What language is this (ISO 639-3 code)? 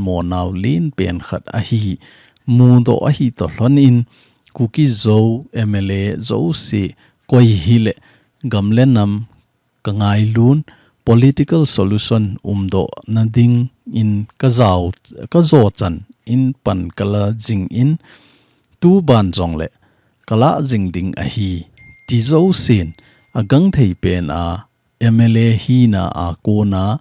tcz